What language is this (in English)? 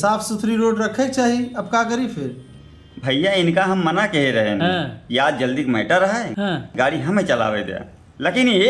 Awadhi